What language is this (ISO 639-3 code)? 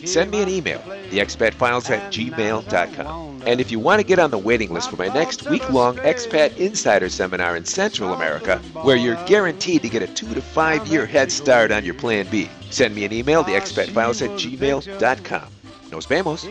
eng